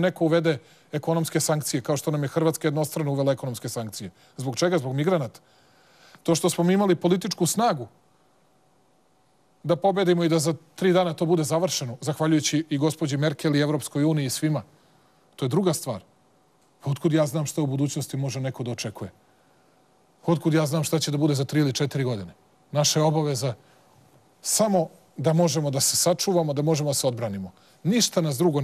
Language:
Serbian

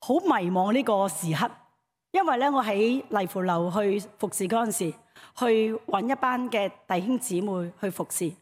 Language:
Cantonese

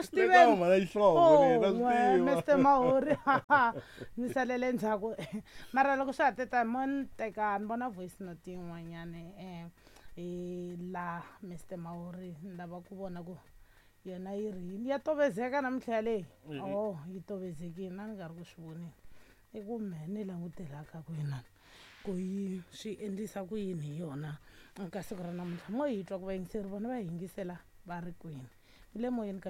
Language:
Tsonga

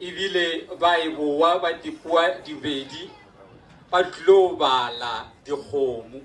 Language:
Northern Sotho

